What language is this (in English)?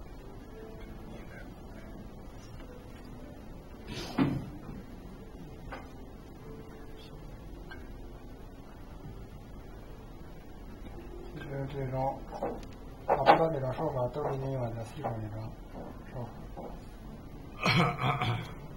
Chinese